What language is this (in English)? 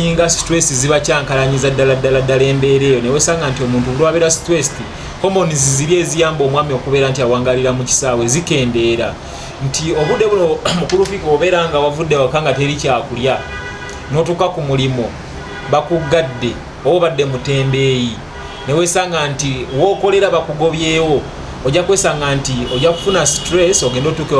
Ganda